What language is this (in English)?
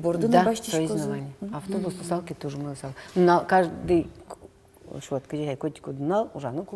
Udmurt